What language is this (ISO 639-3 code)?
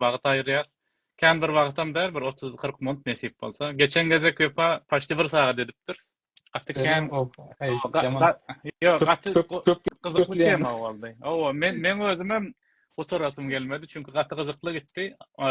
tuk